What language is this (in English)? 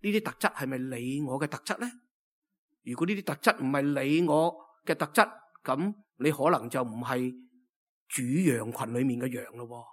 Cantonese